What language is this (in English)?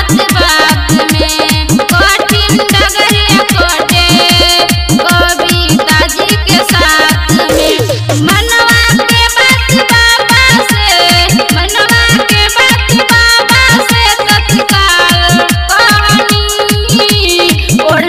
Bhojpuri